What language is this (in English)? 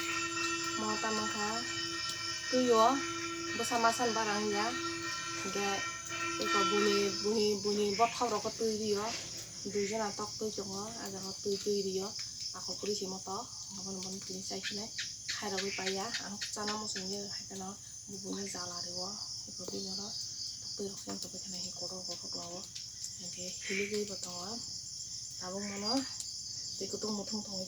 Kok Borok